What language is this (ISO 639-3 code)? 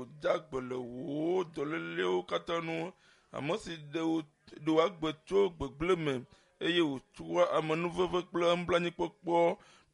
ewe